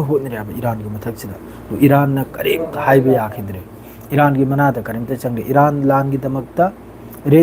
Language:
Manipuri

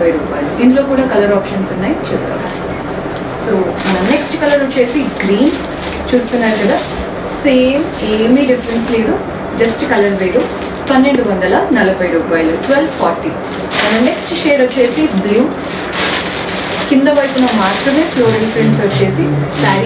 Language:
Telugu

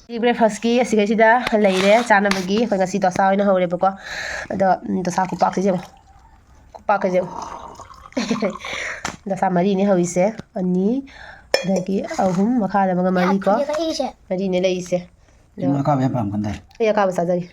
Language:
Manipuri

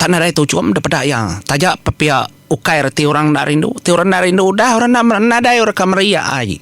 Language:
Iban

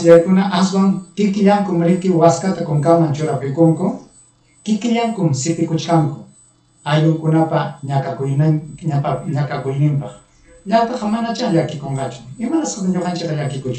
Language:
Ayacucho Quechua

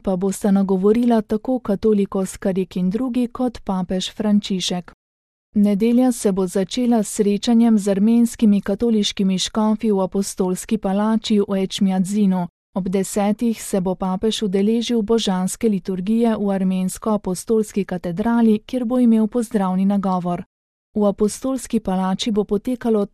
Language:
Slovenian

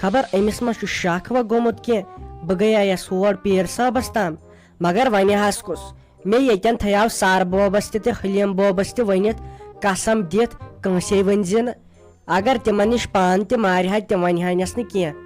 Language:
Kashmiri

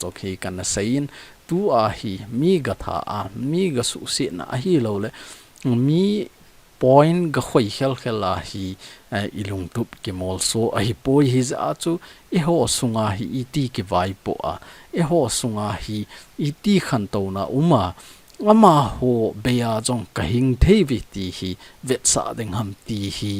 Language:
Thado Chin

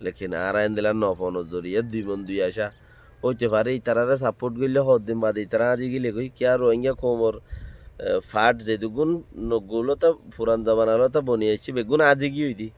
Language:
Rohingya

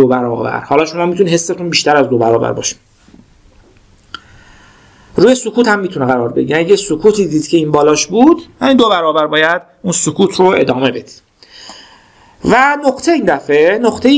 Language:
Persian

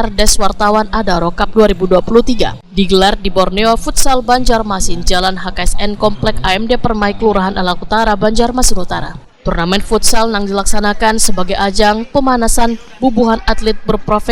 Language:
Banjar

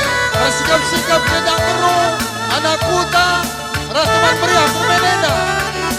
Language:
Batak Karo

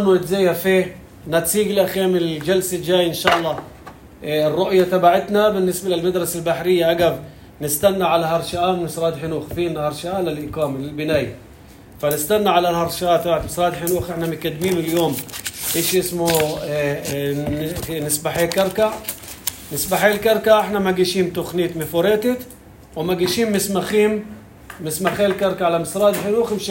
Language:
North Levantine Arabic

